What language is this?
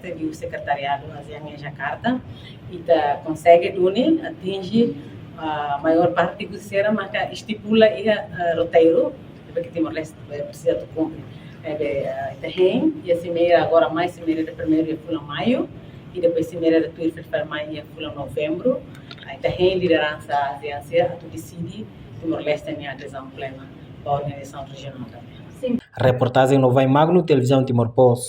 Tetum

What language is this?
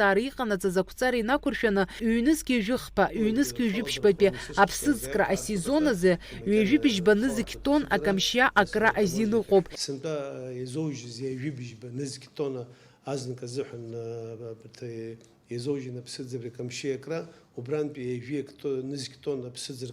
Abkhazian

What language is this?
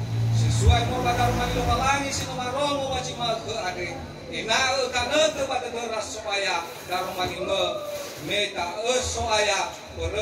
Nias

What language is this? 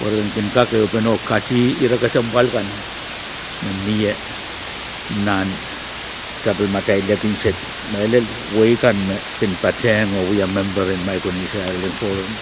Pohnpeian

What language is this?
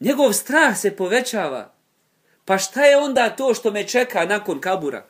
Bosnian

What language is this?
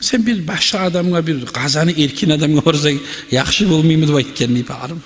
Kumyk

